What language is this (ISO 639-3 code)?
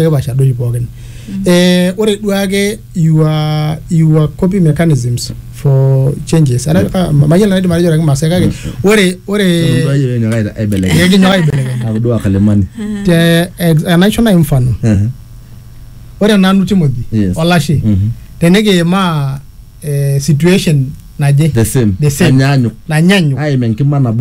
mas